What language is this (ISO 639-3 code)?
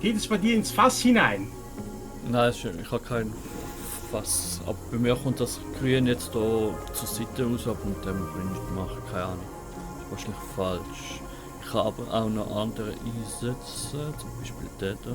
gsw